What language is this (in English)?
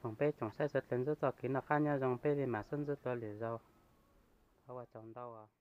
Hmong